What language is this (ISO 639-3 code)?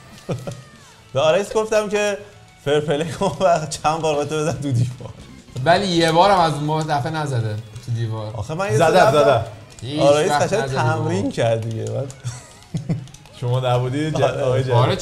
fas